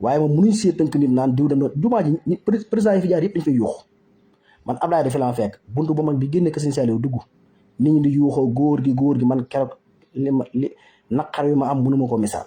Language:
Wolof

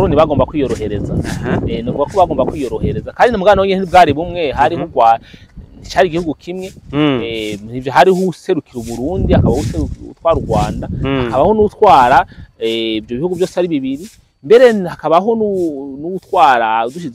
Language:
Rundi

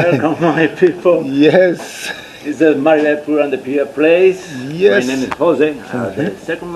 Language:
Jamaican Creole English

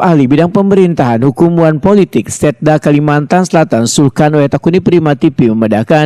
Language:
Banjar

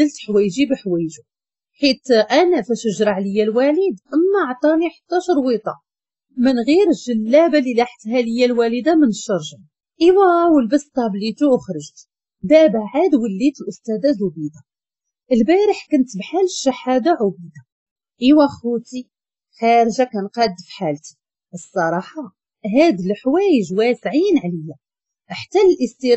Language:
Moroccan Arabic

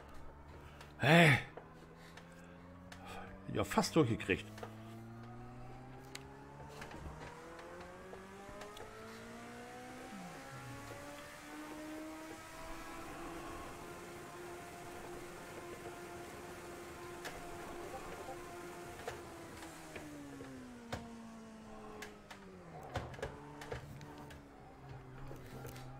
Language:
German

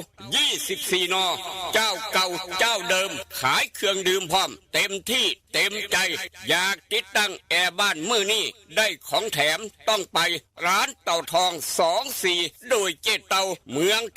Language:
Northeastern Thai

